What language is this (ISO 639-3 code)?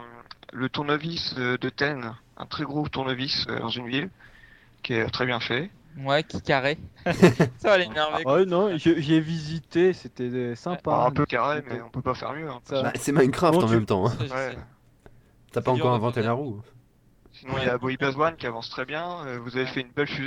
fra